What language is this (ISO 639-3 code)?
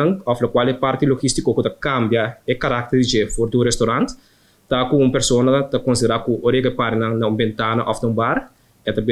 pap